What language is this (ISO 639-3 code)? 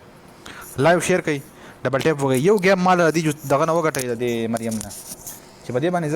pus